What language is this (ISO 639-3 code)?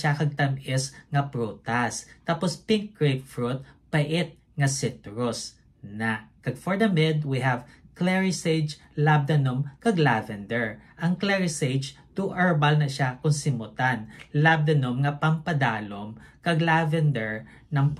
hil